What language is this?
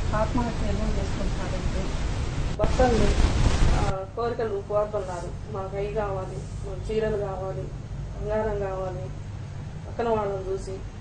Telugu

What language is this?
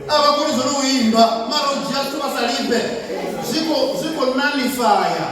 Venda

